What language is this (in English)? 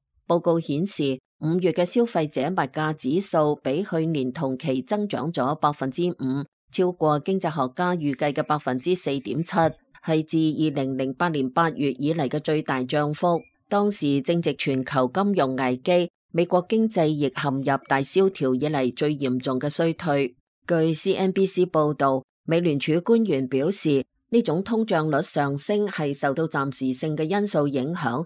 Cantonese